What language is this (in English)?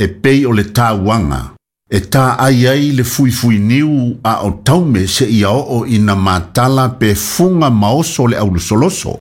Samoan